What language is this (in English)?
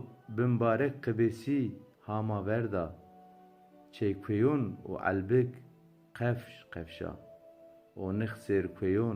Zaza